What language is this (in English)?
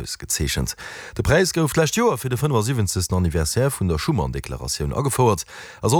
Luxembourgish